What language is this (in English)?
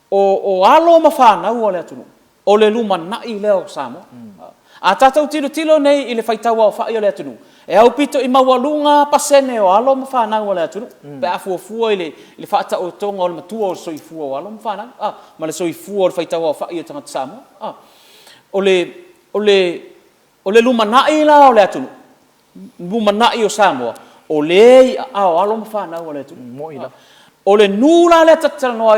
Samoan